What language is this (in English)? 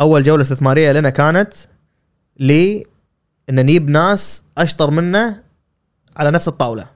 Gulf Arabic